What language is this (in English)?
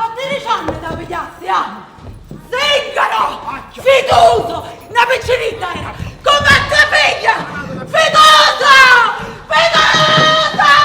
Neapolitan